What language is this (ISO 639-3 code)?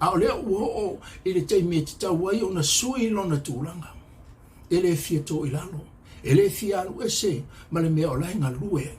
smo